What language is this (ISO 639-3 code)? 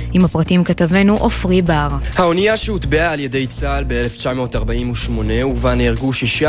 heb